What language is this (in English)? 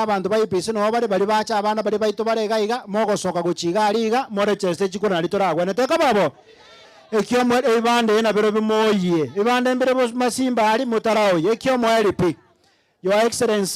Gusii